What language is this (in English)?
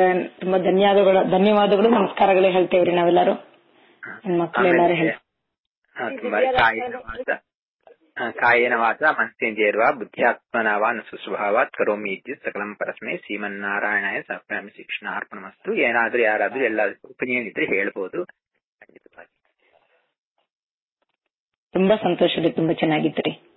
Kannada